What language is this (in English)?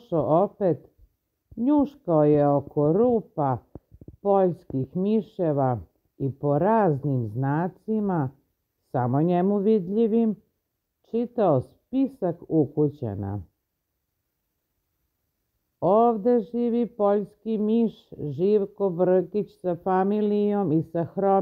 Serbian